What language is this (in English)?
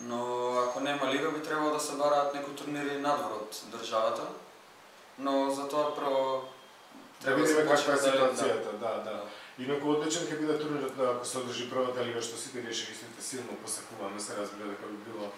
Macedonian